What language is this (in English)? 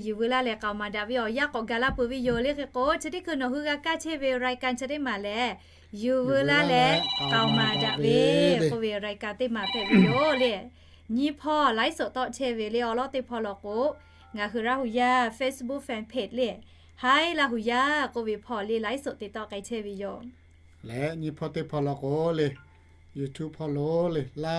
Lahu